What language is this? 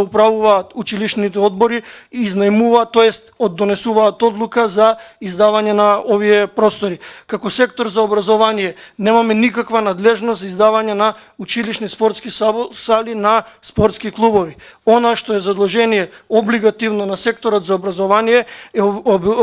Macedonian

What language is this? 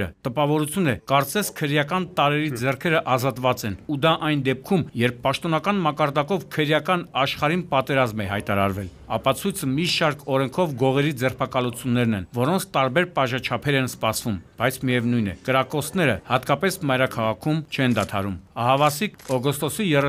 Armenian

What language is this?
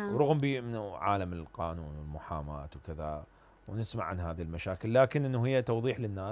Mesopotamian Arabic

